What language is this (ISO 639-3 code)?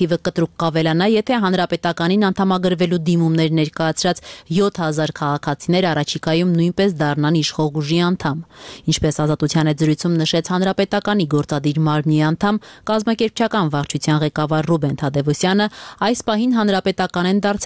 hye